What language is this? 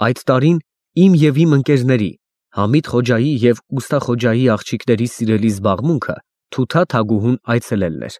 Armenian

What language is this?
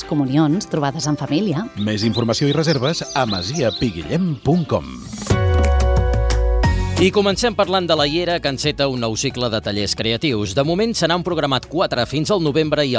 Catalan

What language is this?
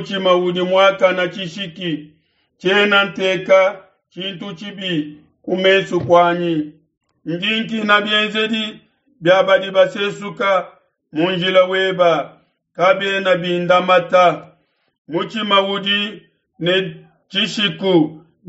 Luba-Lulua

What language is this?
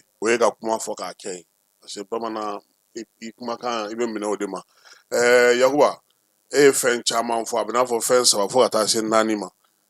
Bambara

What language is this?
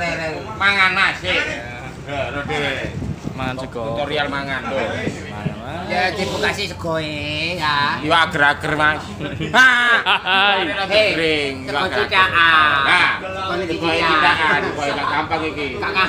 Javanese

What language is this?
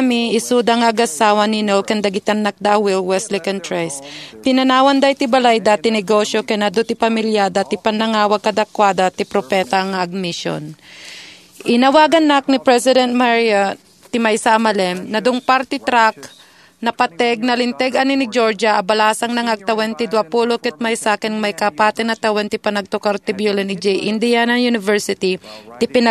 Iloko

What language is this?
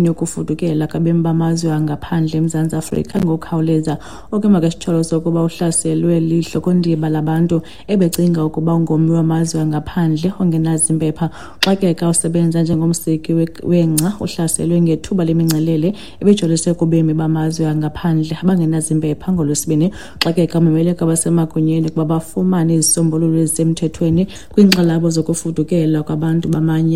Xhosa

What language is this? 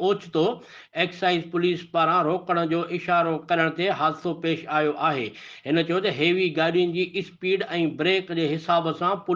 Sindhi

